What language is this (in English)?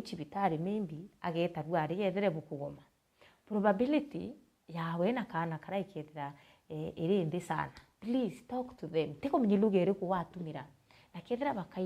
Meru